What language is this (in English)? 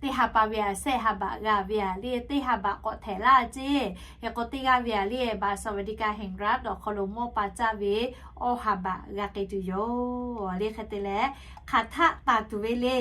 Lahu